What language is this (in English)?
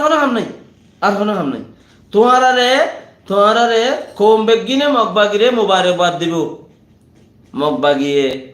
Rohingya